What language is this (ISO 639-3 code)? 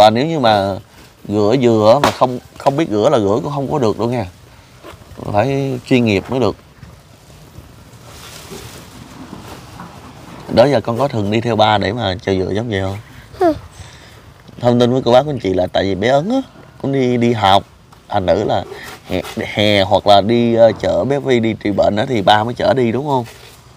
vie